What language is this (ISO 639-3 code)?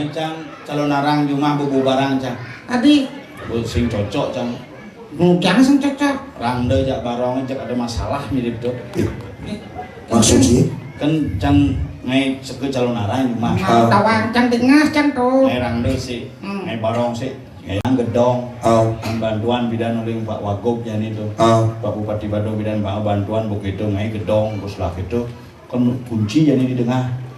ban